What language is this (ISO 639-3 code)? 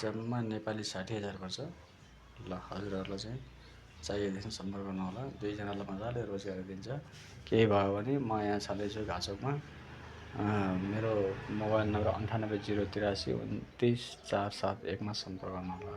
nep